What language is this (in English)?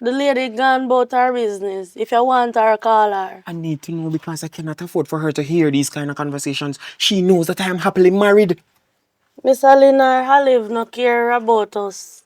Jamaican Creole English